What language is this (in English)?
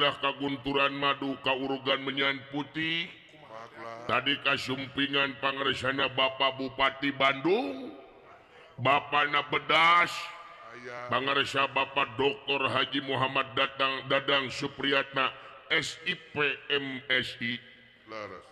Sundanese